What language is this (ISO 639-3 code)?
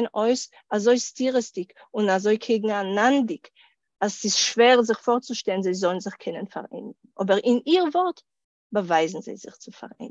yid